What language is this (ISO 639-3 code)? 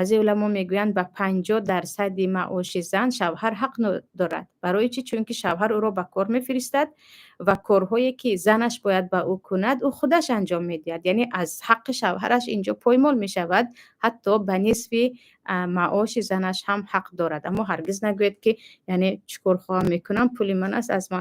tgk